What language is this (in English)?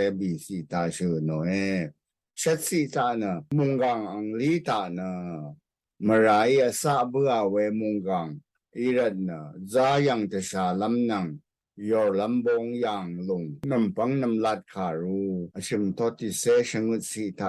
Rawang